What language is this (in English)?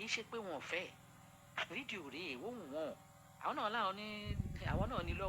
Yoruba